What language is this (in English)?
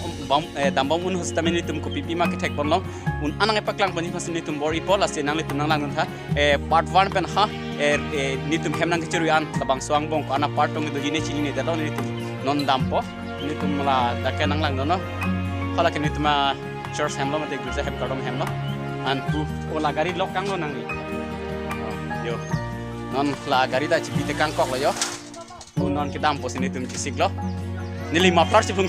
Karbi